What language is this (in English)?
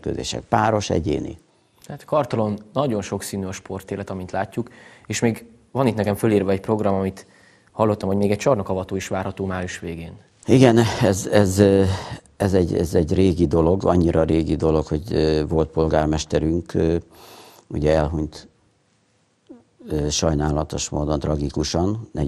Hungarian